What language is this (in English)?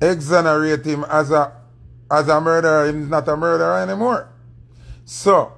Jamaican Creole English